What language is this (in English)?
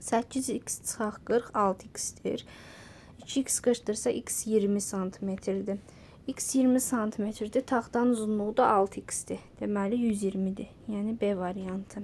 Azerbaijani